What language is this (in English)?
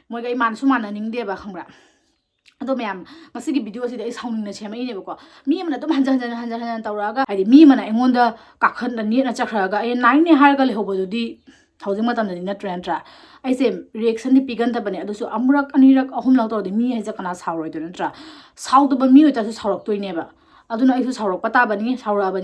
Manipuri